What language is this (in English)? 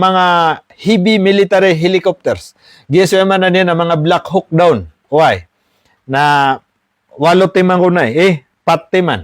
Maranao